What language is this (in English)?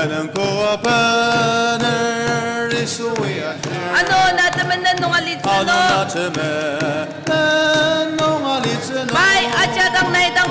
Ao Naga